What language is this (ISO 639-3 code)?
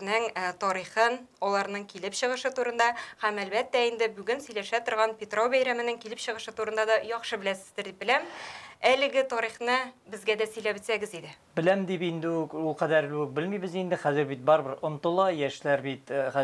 tat